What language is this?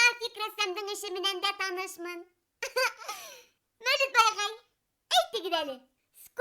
Bashkir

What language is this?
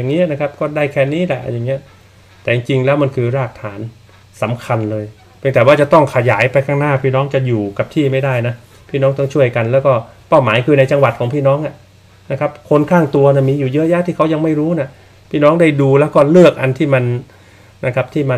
Thai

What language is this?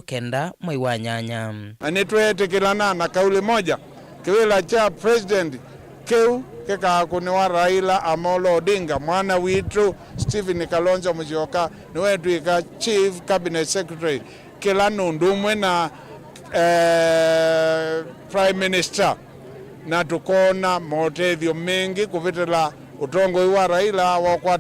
Kamba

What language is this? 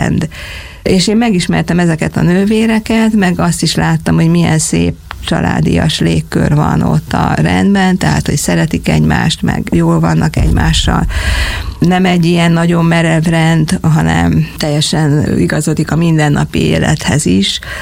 Hungarian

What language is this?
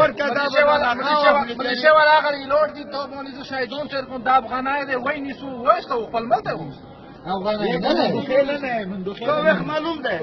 Pashto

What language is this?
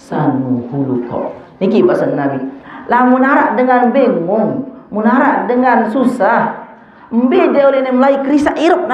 Sasak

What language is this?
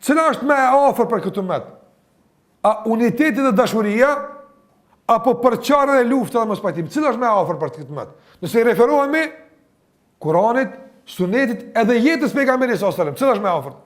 Albanian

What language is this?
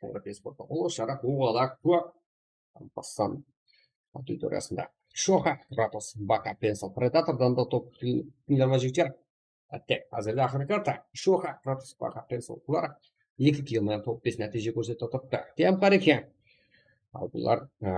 Kara-Kalpak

